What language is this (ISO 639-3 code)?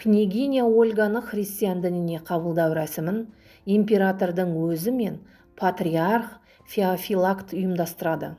kaz